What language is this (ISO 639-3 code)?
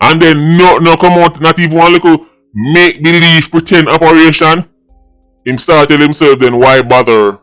jam